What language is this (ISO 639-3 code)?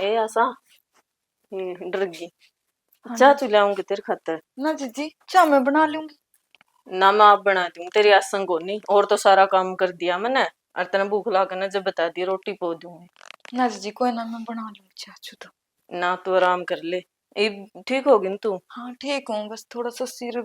bgc